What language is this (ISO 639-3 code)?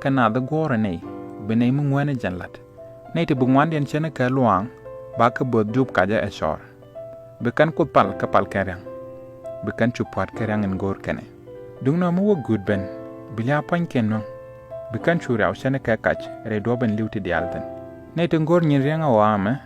nus